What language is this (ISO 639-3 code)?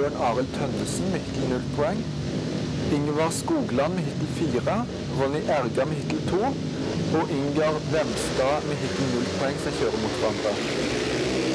nor